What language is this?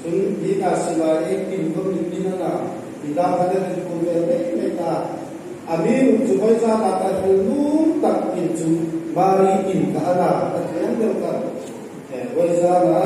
Hmar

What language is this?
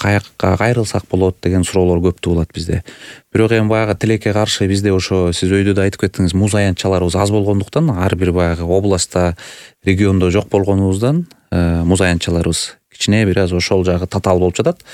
Kyrgyz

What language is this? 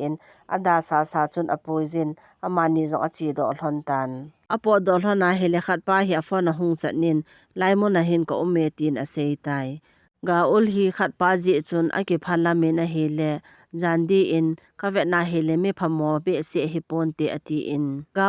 Thado Chin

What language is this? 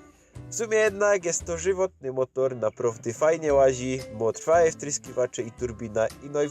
Silesian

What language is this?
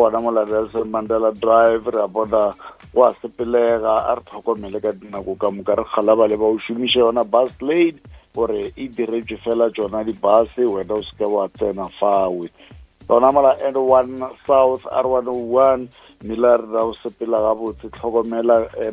Northern Sotho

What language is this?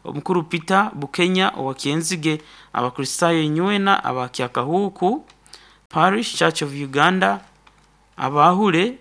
Nyankole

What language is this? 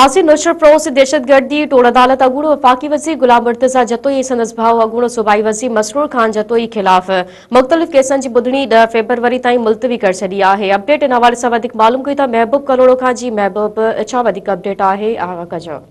Sindhi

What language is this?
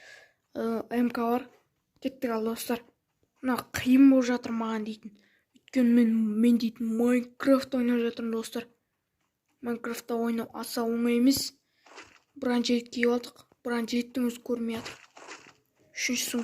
Kazakh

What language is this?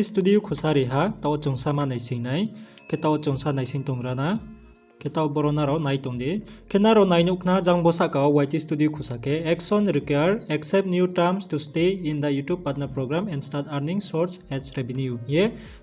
Riang (India)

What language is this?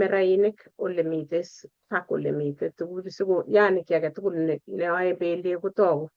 Kalenjin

